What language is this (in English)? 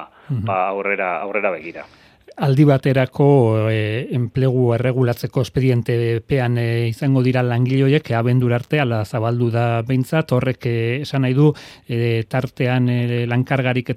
Basque